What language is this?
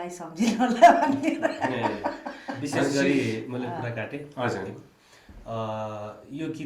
Nepali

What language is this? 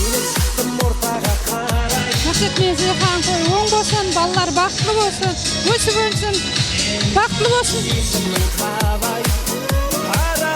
Kara-Kalpak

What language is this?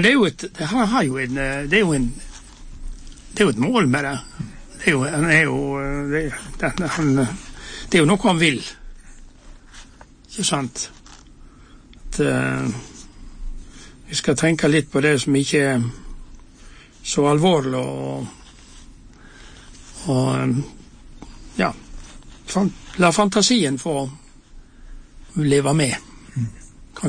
Norwegian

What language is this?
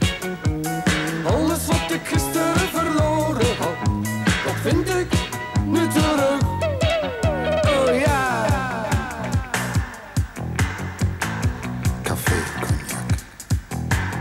Dutch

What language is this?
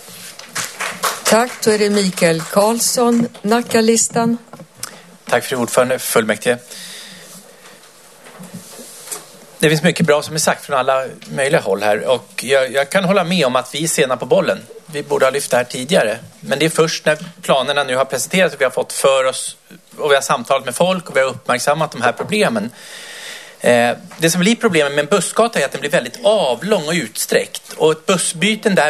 Swedish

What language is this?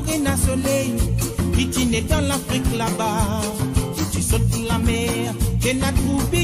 Morisyen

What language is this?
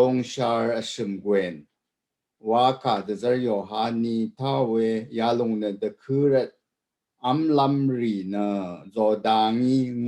Rawang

